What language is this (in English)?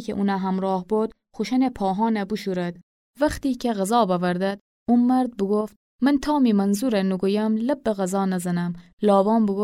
Gilaki